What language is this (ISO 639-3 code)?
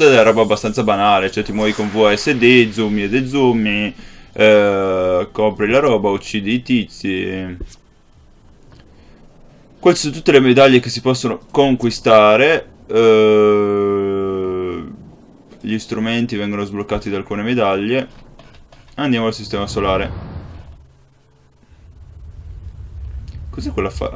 ita